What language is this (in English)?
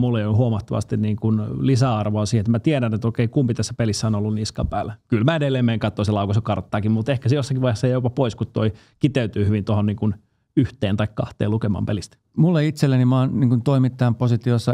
Finnish